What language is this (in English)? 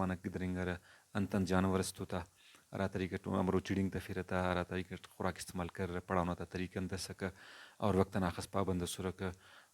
Brahui